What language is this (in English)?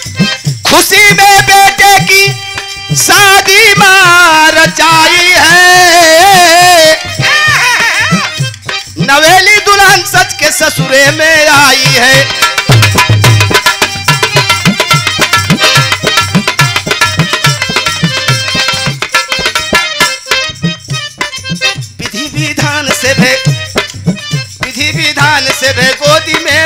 Bhojpuri